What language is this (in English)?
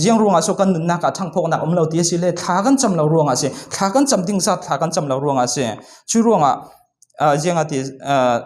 Falam Chin